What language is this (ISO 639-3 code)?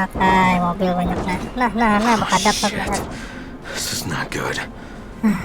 bjn